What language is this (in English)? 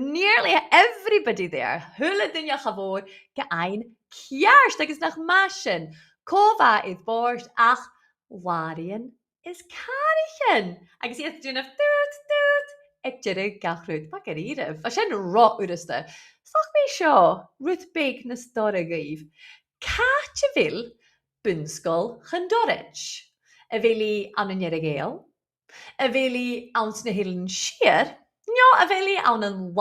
Scottish Gaelic